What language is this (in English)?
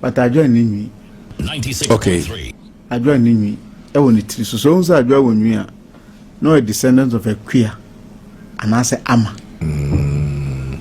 Akan